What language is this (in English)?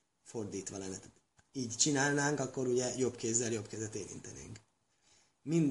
Hungarian